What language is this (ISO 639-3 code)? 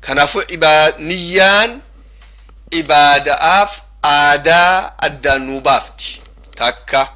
orm